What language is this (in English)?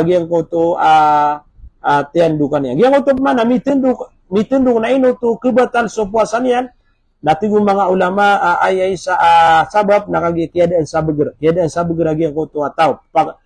Maranao